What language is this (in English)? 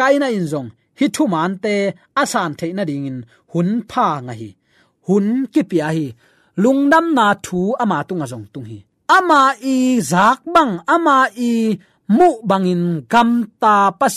Tedim Chin